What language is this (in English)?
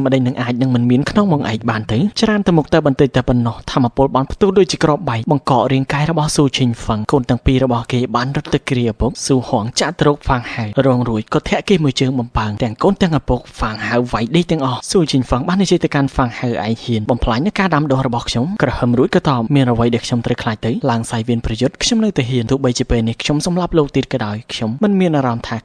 Khmer